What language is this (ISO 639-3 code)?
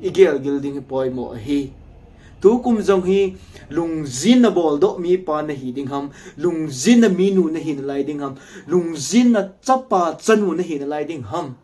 tcz